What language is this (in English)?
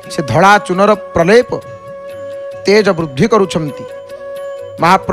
Odia